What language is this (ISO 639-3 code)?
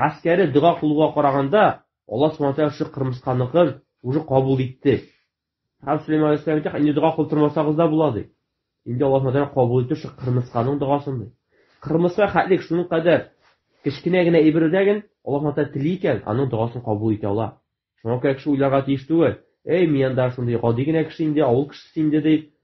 tat